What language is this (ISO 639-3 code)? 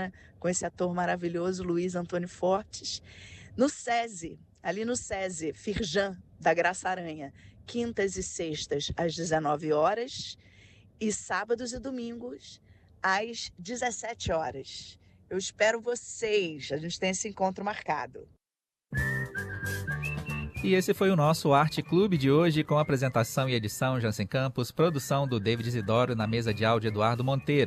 por